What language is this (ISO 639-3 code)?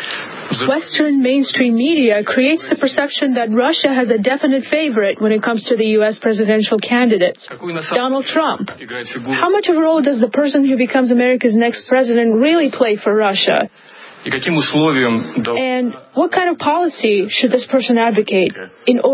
eng